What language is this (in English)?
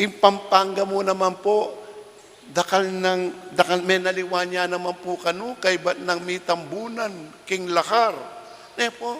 Pampanga